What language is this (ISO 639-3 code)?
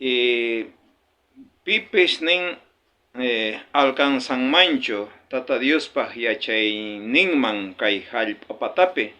quh